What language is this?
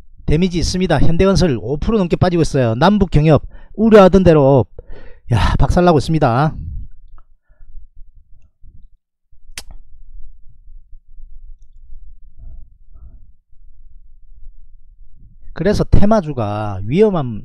Korean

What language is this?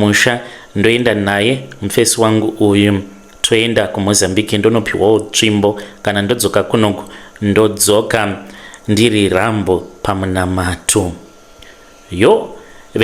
Shona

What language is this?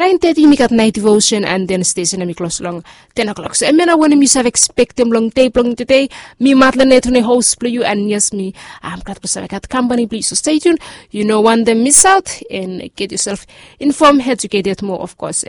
Bislama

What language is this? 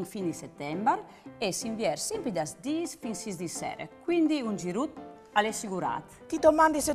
Friulian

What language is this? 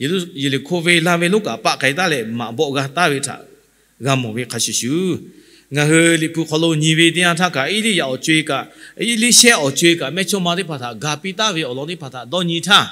Lahu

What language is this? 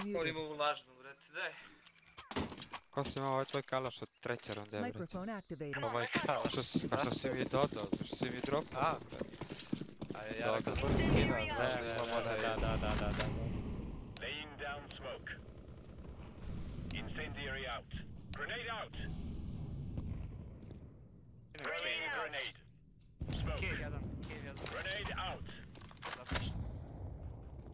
Croatian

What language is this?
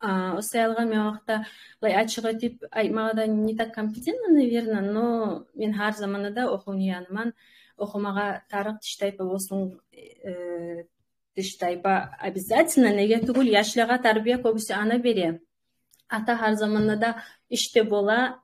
Kumyk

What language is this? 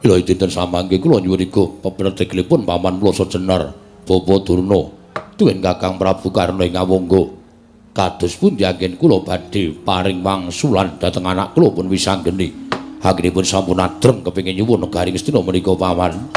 Javanese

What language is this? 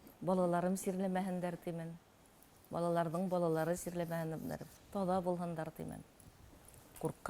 Bashkir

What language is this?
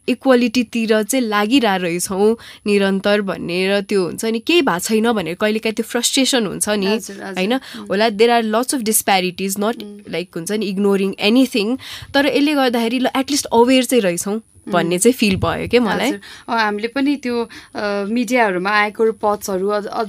Nepali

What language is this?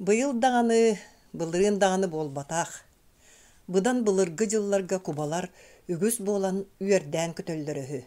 Yakut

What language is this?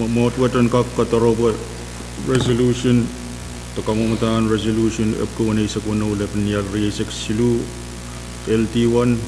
Pohnpeian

